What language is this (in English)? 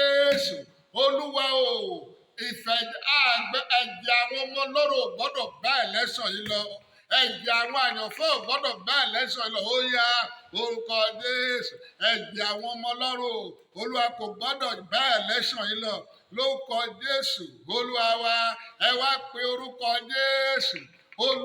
Yoruba